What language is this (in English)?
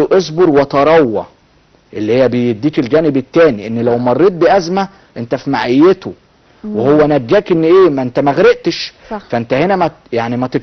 Egyptian Arabic